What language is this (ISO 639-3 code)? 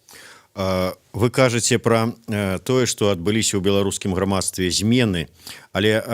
bel